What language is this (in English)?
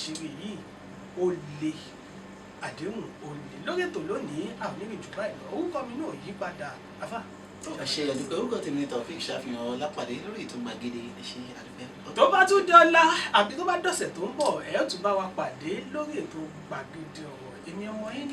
Yoruba